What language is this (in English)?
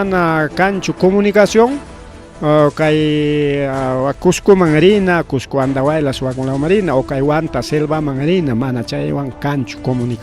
Ayacucho Quechua